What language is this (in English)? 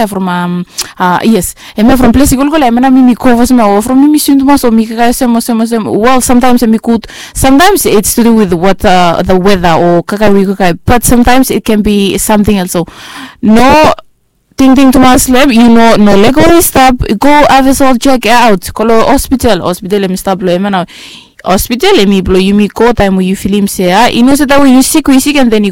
Bislama